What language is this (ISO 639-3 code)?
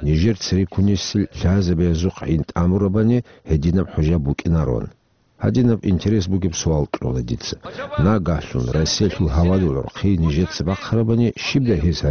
ava